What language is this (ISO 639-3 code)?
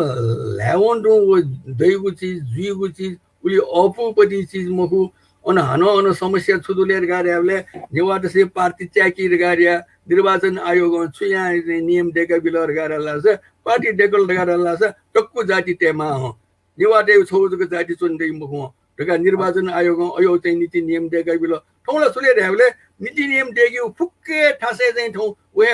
new